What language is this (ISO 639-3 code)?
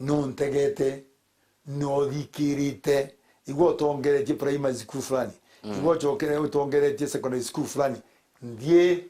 mer